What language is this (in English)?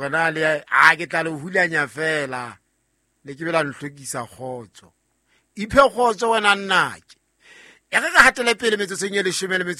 Southern Sotho